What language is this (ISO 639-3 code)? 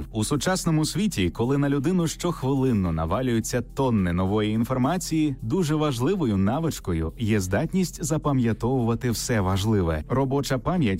ukr